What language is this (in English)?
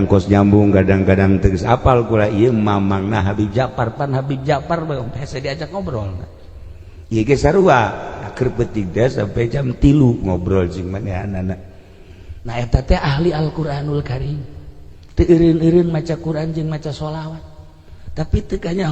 Sundanese